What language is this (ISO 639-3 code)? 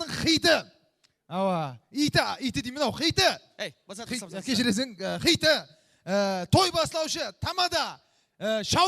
kaa